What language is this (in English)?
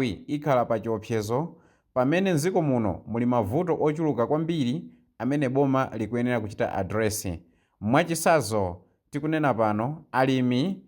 Nyanja